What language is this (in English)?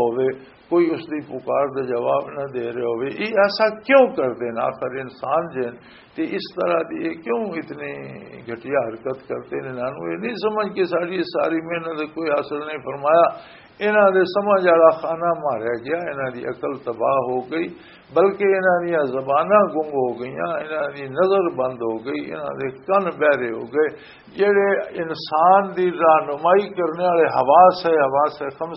Western Panjabi